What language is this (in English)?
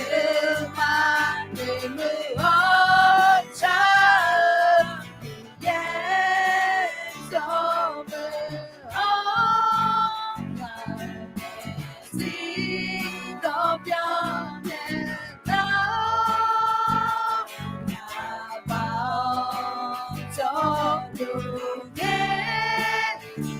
Akha